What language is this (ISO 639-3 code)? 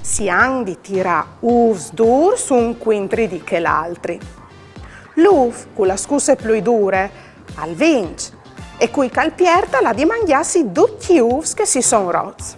fur